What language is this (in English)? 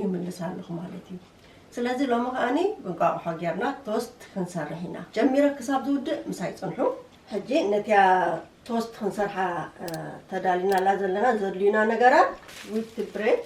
Tigrinya